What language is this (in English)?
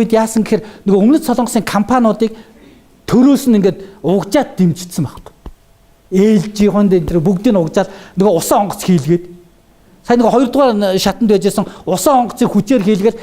Mongolian